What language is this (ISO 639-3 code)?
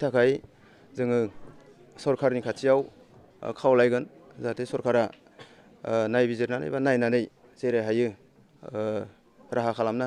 brx